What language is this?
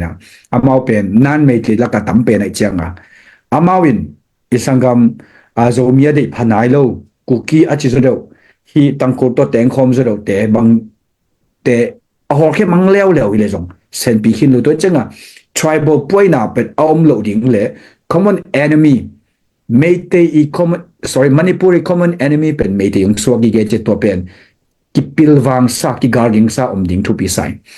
Tedim Chin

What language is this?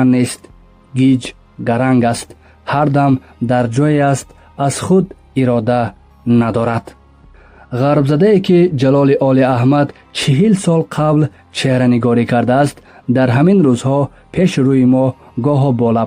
Tajik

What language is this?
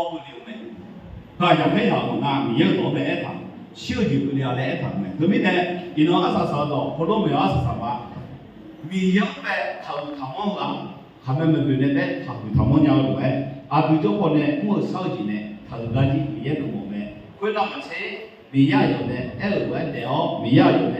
Akha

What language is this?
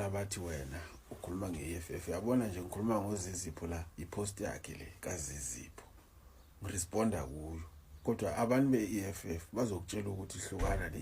Zulu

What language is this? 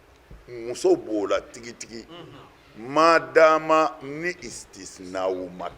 Bambara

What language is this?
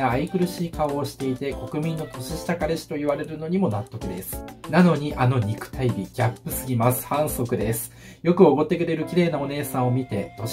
Japanese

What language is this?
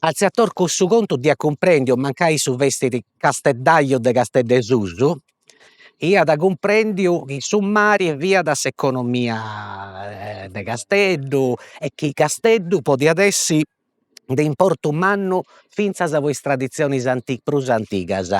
Sardinian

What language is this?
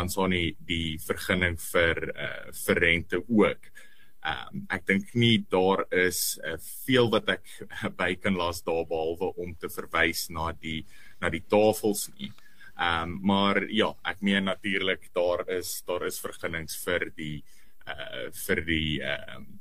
Afrikaans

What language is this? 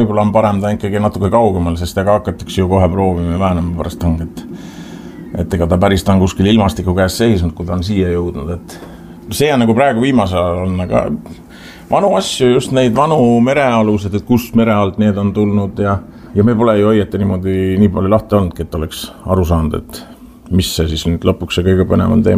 Estonian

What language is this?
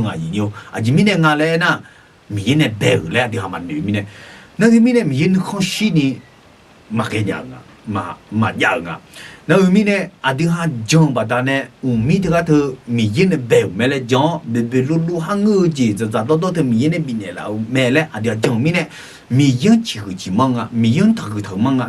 Akha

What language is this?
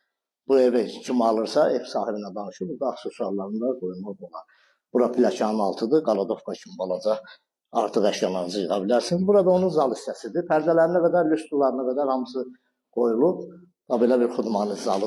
Azerbaijani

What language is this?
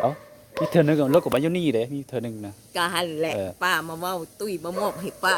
Lao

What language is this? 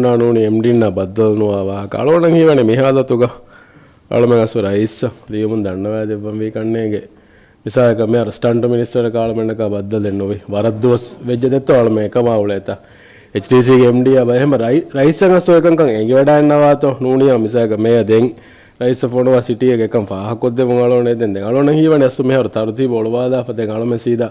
Divehi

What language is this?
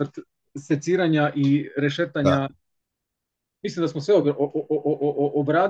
Croatian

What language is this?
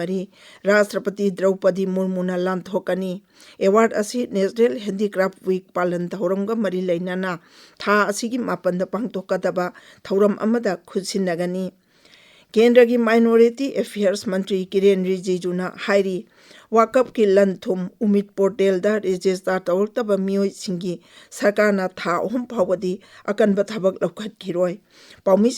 Manipuri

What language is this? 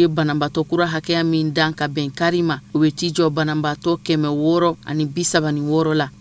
Bambara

